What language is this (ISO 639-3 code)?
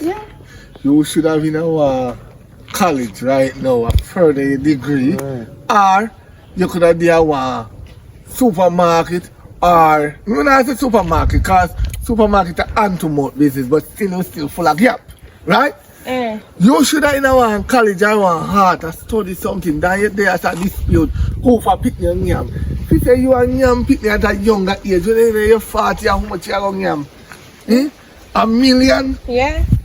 jam